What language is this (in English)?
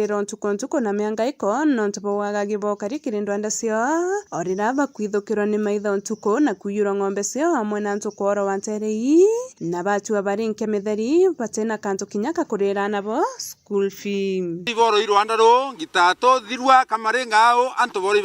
Meru